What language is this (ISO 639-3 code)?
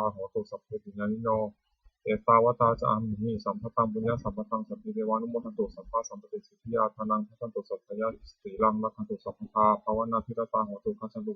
pli